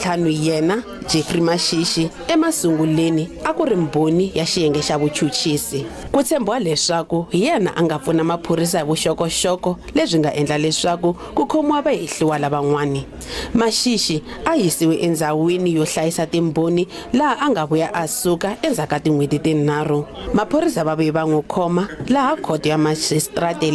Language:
Tsonga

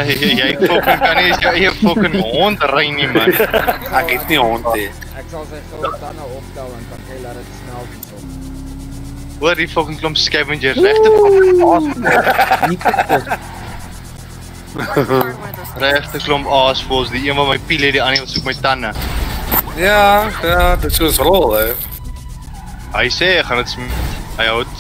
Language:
Afrikaans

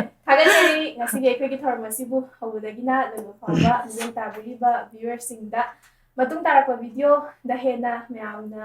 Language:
Manipuri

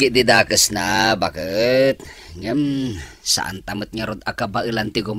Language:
Iloko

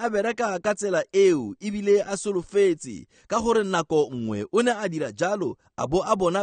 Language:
Tswana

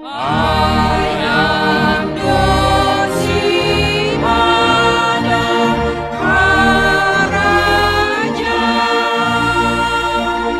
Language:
Batak Simalungun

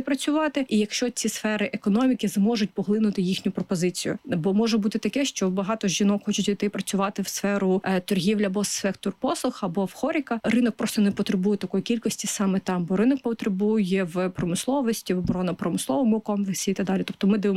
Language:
Ukrainian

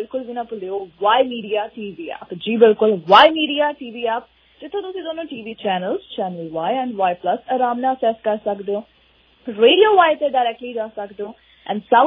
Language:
Punjabi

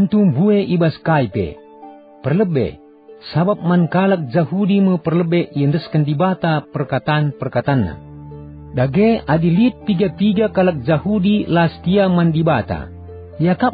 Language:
Batak Karo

